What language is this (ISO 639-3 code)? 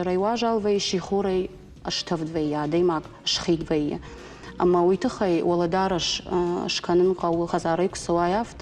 oss